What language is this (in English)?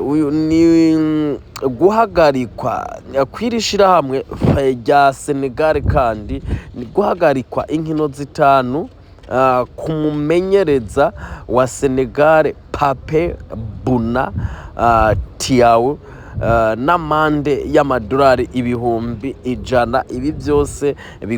Rundi